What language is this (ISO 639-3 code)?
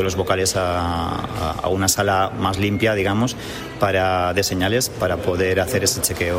spa